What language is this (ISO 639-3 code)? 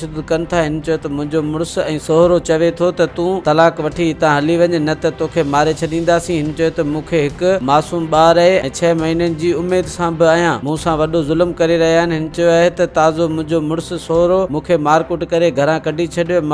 snd